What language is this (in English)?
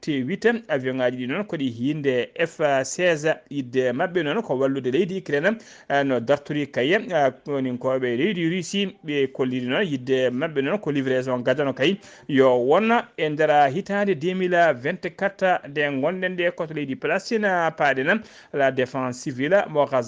Fula